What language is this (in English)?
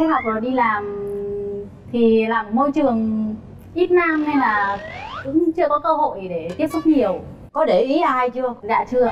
Vietnamese